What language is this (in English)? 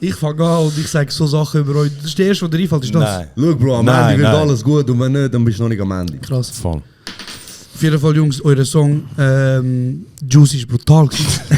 Swiss German